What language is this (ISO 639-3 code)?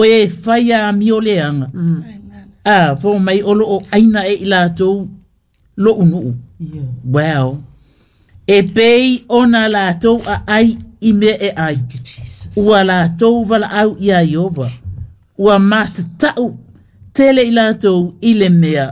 smo